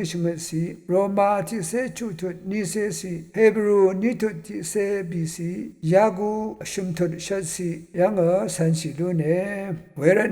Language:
Rawang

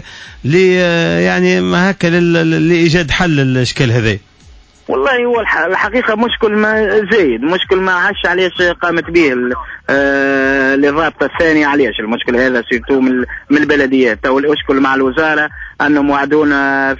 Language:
Tunisian Arabic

